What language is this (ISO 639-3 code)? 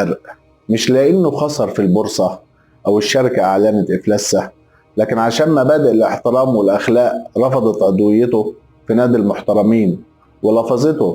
arz